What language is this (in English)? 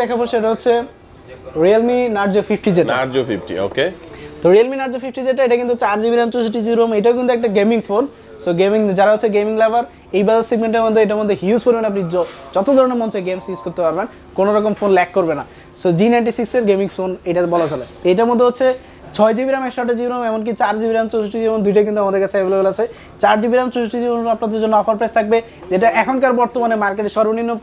Bangla